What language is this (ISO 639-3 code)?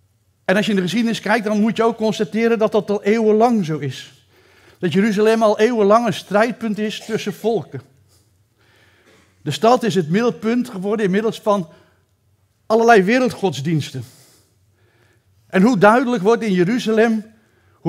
nld